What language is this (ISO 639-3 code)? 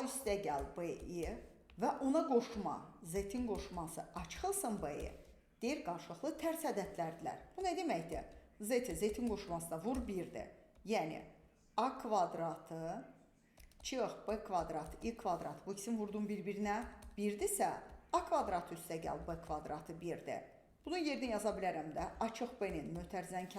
aze